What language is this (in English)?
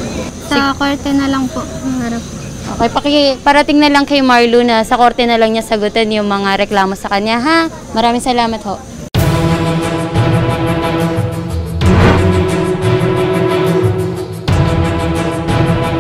Filipino